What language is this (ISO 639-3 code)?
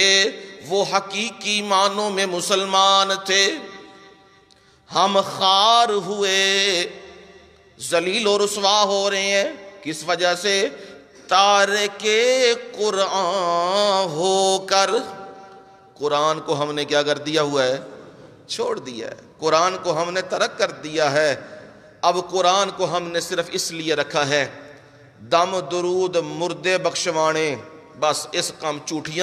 urd